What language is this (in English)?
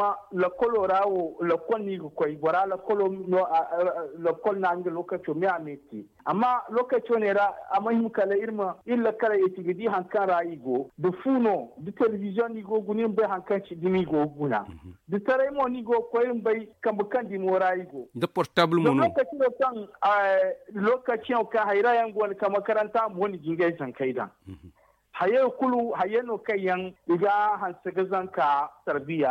Zarma